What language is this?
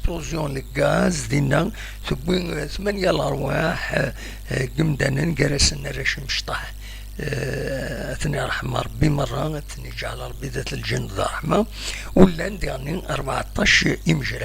Kabyle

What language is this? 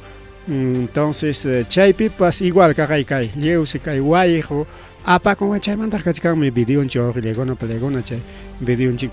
Ayacucho Quechua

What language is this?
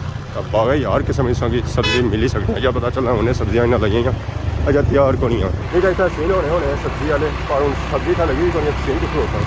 Pahari-Potwari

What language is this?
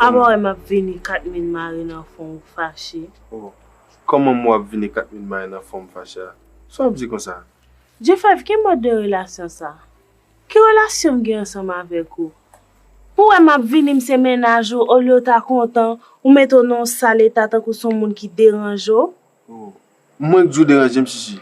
Haitian Creole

